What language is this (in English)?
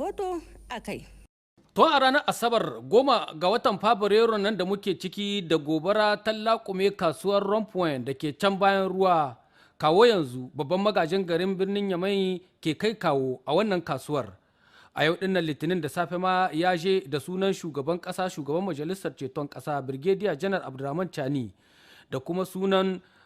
Hausa